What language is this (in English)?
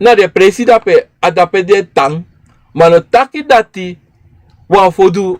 Sranan Tongo